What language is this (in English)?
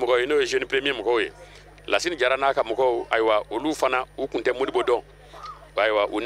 Bambara